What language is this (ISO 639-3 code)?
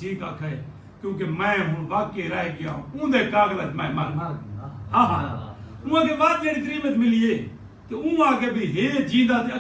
skr